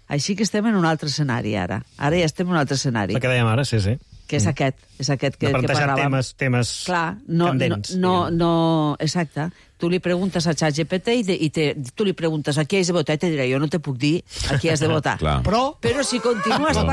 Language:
Catalan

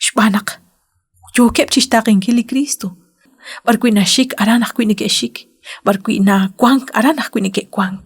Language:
Kekchí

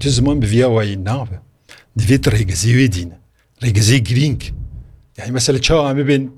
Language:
Kurdish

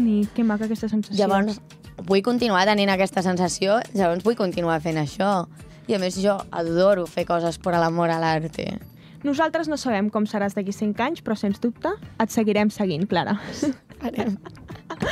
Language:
Catalan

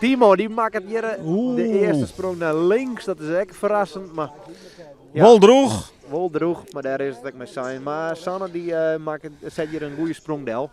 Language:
Western Frisian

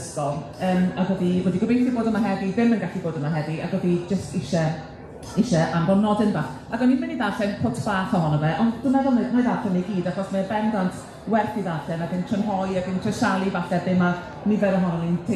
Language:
Welsh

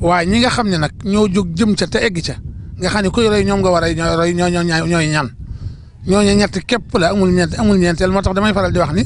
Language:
Wolof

